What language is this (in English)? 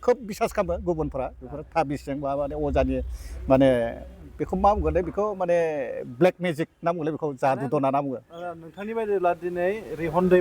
Bodo